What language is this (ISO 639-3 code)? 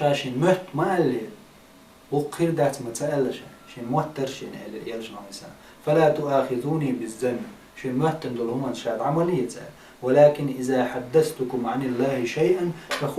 che